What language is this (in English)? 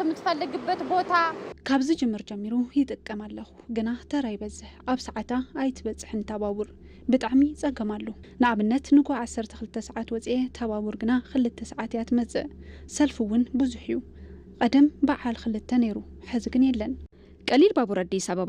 Tigrinya